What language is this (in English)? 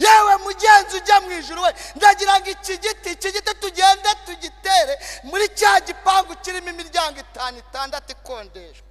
Kinyarwanda